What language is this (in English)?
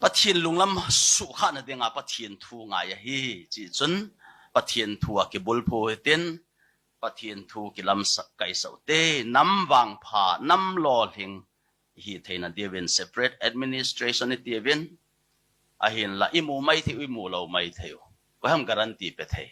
Thado Chin